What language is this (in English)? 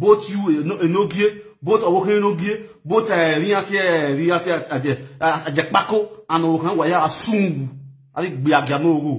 Nigerian Pidgin